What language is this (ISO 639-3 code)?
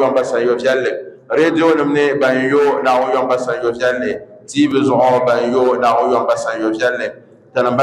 dag